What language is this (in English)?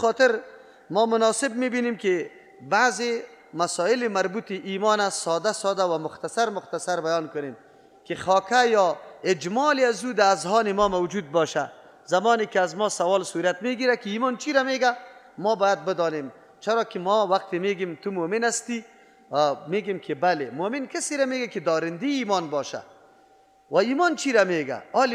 Persian